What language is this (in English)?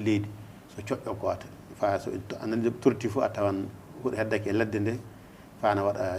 Fula